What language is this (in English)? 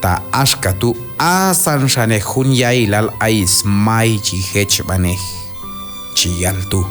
Q'anjob'al